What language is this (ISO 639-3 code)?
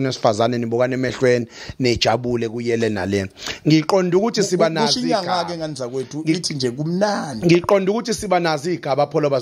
zul